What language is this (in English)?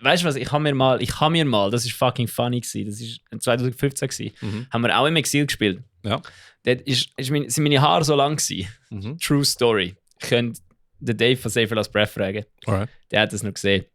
Swiss German